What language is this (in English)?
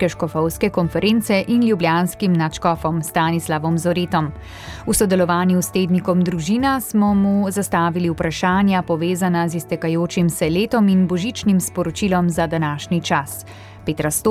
Slovenian